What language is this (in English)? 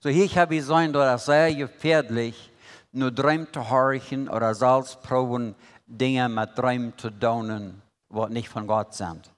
Plautdietsch